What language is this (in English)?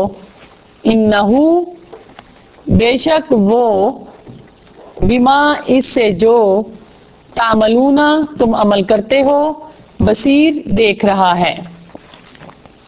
Urdu